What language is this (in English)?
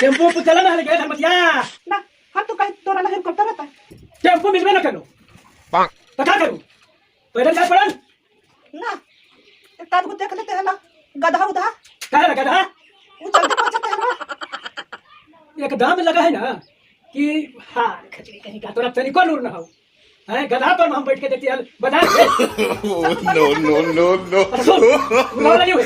Magahi